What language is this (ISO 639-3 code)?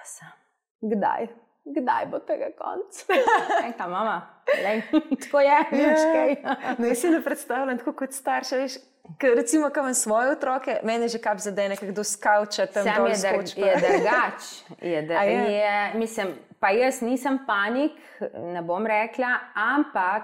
slv